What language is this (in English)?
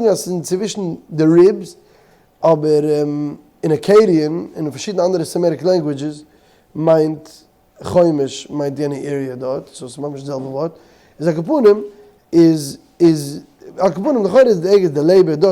Yiddish